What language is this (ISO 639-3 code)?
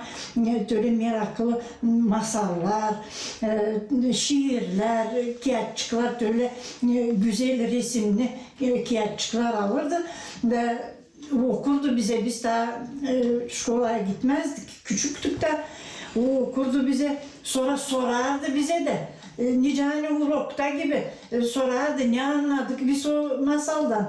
gag